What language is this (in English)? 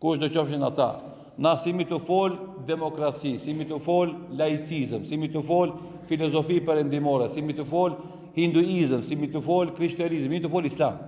Albanian